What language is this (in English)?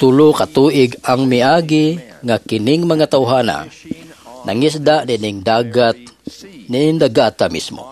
Cebuano